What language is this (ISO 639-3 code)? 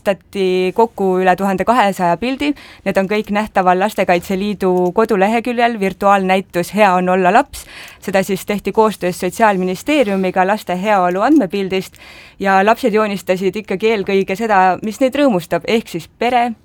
est